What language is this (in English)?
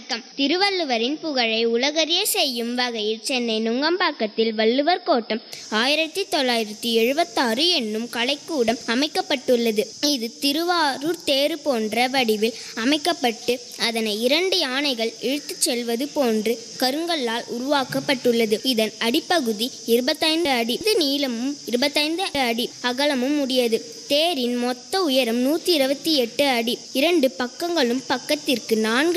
Tamil